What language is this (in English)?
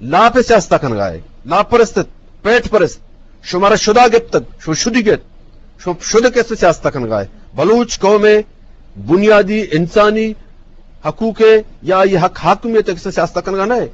Eastern Balochi